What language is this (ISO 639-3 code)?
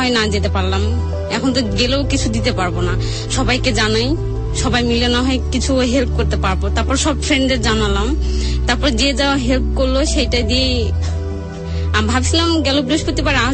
ben